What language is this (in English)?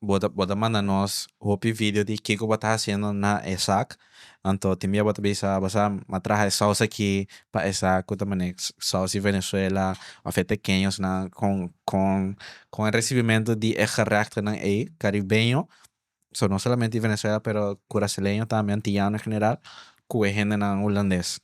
Papiamento